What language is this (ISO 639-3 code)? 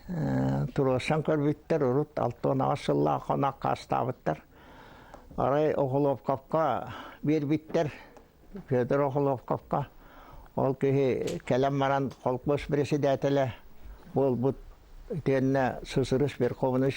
sah